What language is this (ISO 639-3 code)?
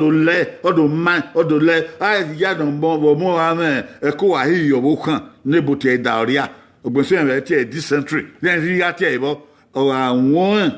bin